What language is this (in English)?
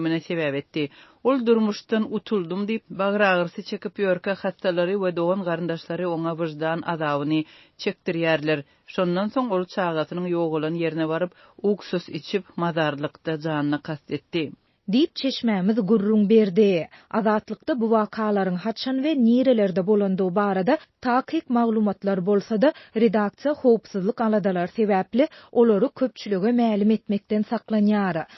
Turkmen